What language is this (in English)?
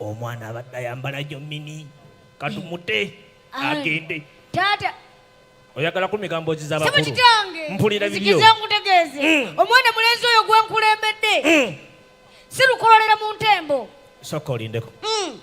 Ganda